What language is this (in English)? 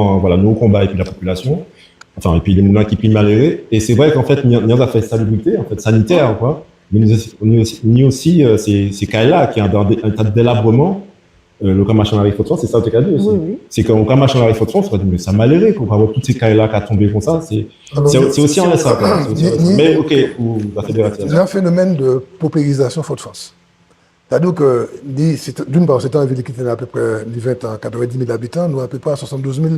Guadeloupean Creole French